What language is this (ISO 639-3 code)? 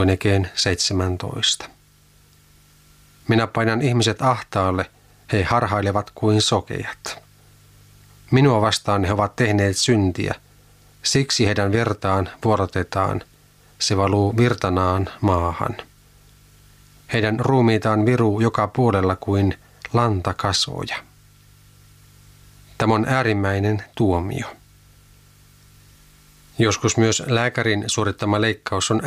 fin